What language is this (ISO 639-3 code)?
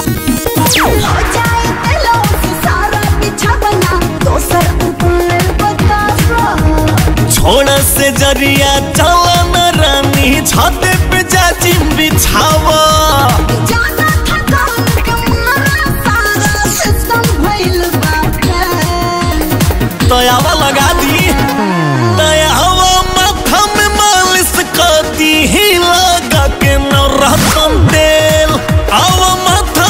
bho